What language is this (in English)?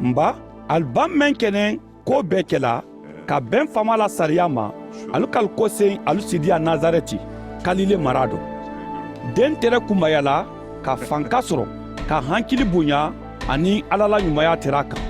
Mandingo